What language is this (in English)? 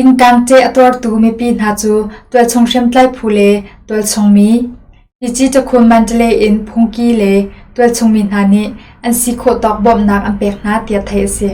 Hakha Chin